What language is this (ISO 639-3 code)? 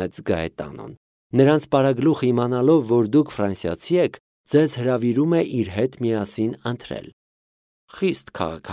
hye